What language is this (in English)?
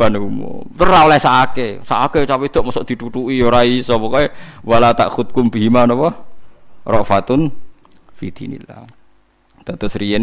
Javanese